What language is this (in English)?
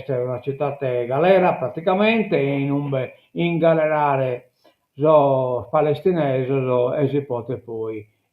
Sardinian